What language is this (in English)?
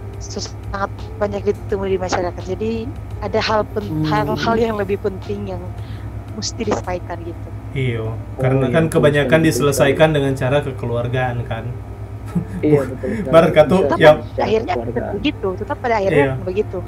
Manado Malay